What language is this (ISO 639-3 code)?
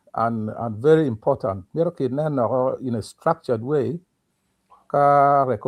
ach